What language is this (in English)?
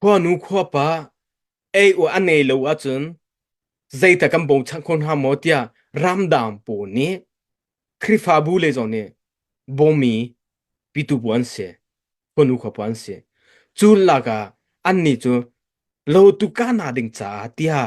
Hakha Chin